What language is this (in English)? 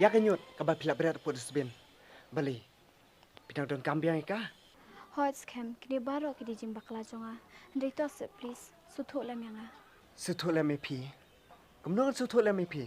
Khasi